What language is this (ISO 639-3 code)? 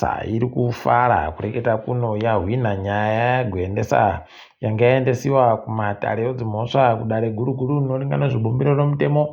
ndc